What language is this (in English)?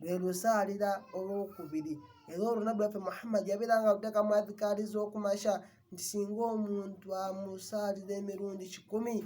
Ganda